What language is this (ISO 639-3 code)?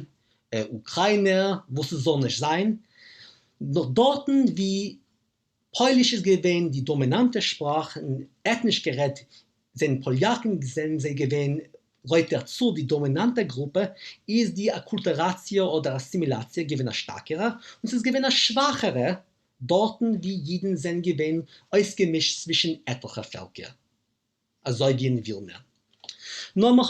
yid